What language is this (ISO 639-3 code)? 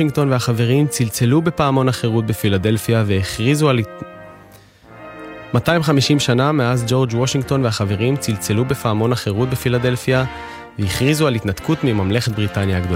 heb